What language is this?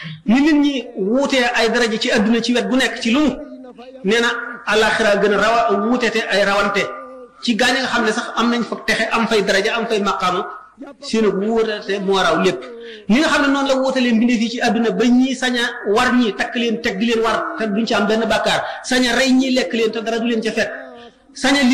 Wolof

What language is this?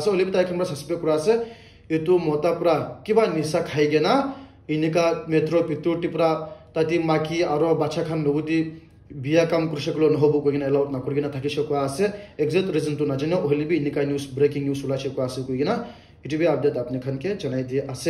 Naga Pidgin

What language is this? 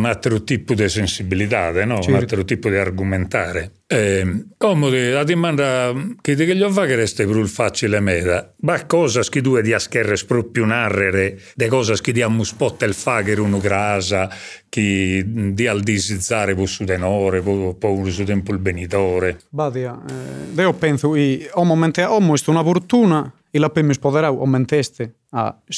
Sardinian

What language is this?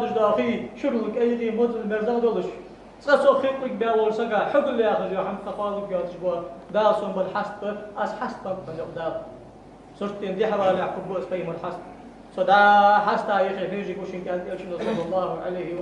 Ingush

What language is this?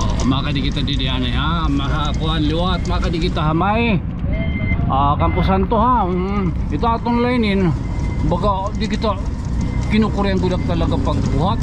Waray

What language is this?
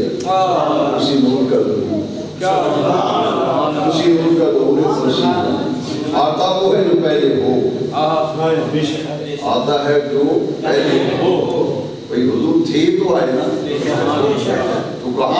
Urdu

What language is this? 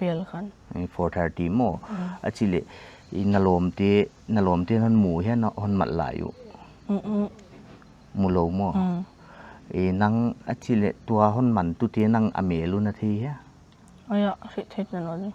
Paite Chin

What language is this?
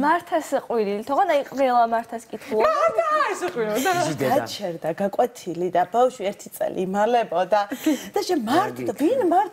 Georgian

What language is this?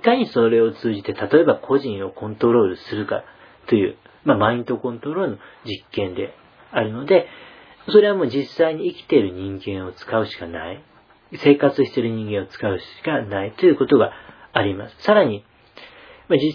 Japanese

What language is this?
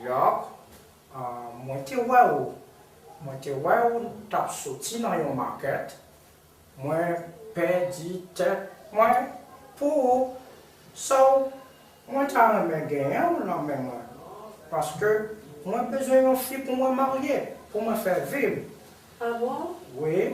Haitian Creole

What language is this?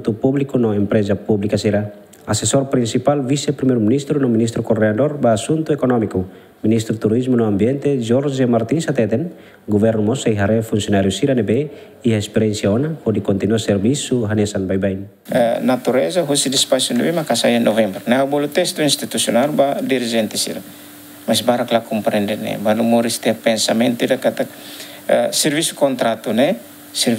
Tetum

